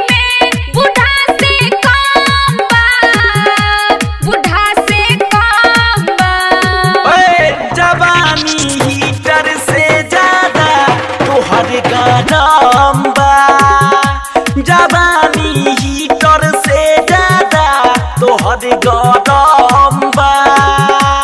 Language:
Bhojpuri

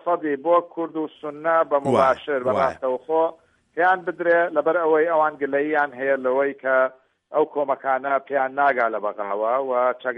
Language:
Central Kurdish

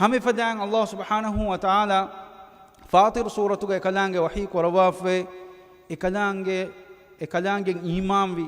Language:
Divehi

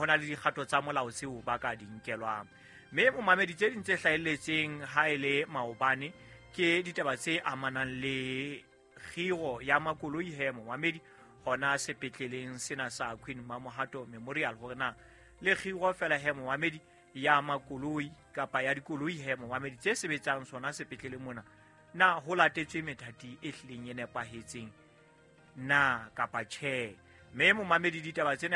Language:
Southern Sotho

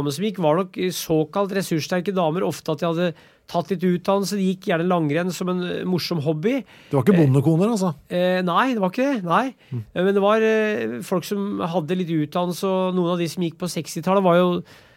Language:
Norwegian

